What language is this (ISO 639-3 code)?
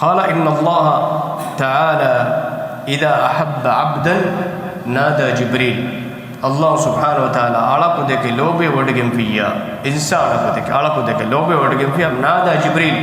div